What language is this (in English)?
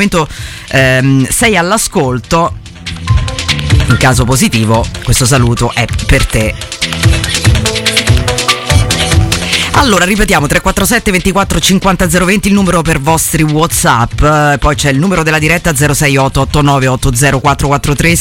Italian